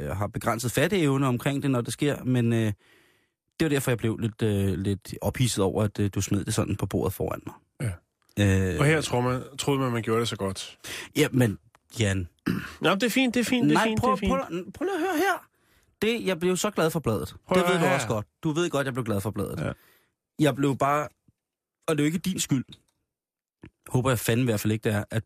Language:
Danish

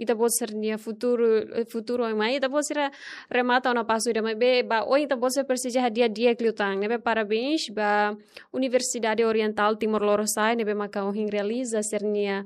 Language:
Tetum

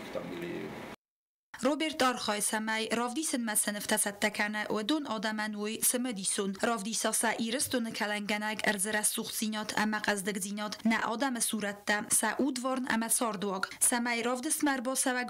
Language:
Ossetic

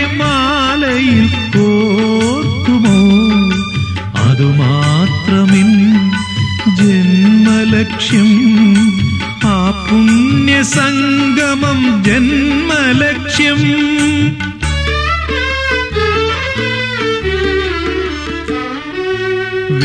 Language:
Malayalam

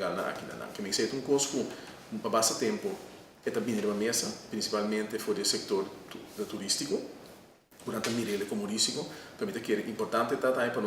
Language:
Papiamento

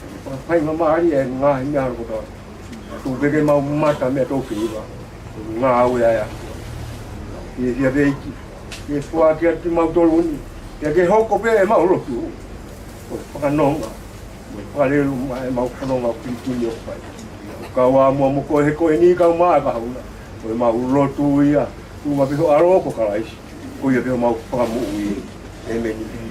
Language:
Tongan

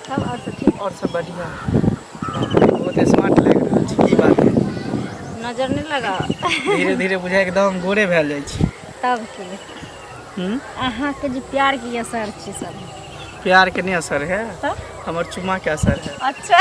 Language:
Maithili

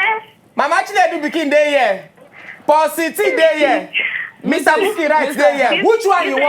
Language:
Nigerian Pidgin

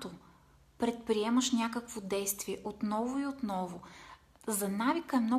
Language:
Bulgarian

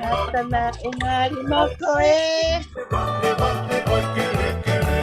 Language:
Tongan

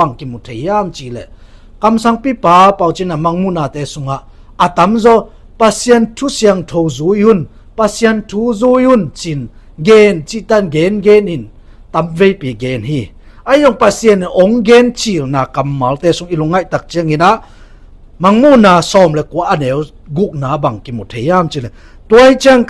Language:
Tedim Chin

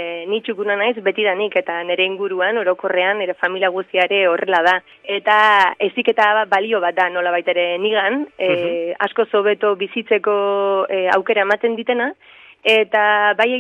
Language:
Basque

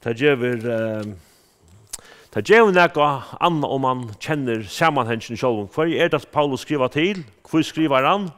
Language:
Faroese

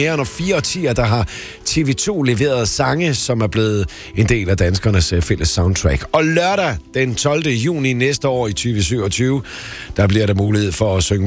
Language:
Danish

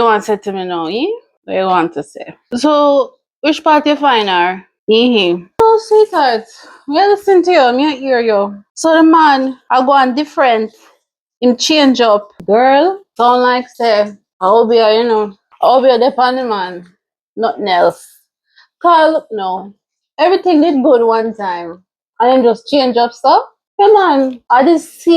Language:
Jamaican Creole English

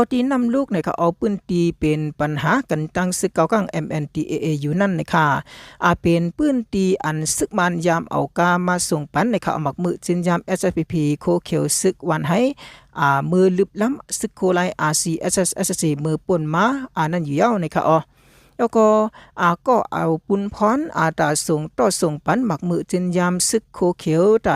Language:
Shan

